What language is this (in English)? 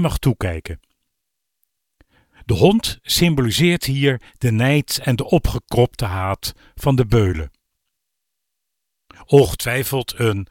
Dutch